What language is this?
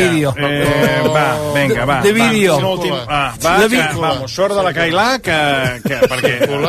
Catalan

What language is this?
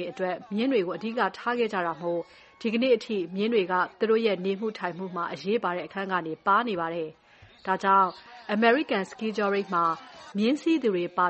Burmese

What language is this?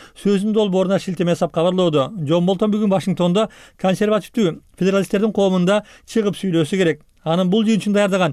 Kyrgyz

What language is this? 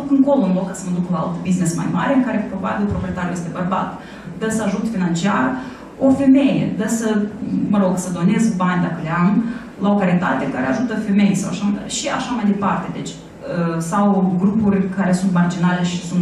Romanian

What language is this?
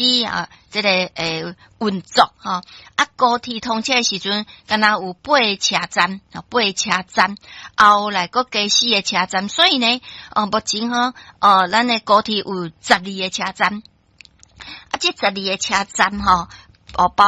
Min Nan Chinese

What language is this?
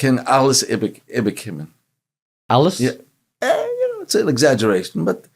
Yiddish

